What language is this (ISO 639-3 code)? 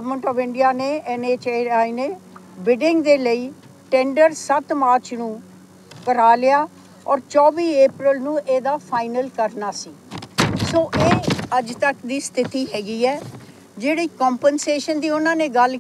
pan